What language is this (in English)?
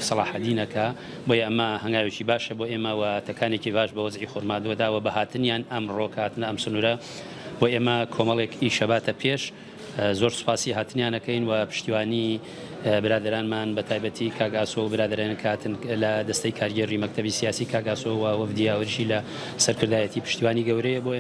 Central Kurdish